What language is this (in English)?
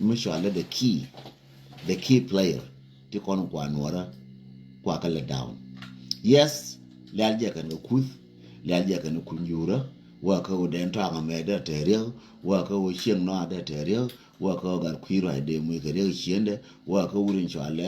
Nuer